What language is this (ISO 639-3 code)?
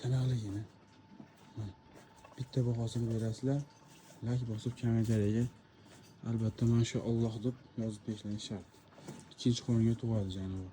uzb